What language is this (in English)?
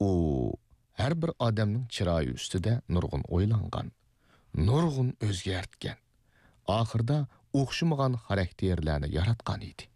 Uyghur